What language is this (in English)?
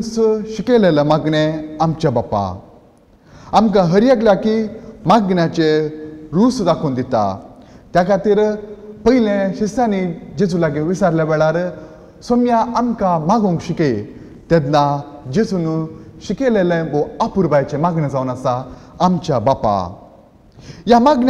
Konkani